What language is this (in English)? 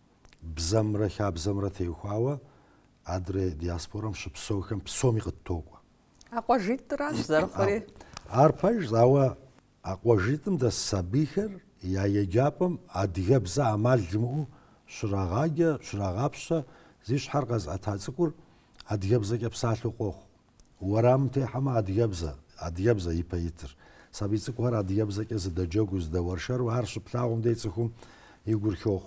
Kabardian